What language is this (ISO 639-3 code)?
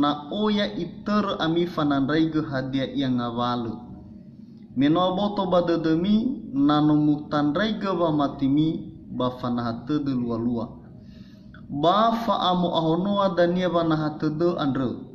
nia